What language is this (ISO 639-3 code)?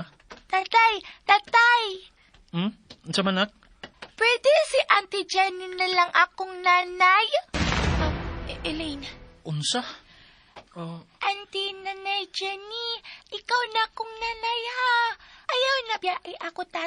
ceb